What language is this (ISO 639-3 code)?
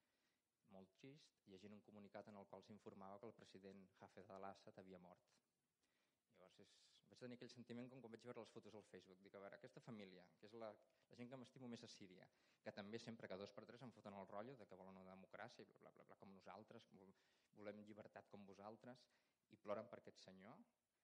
cat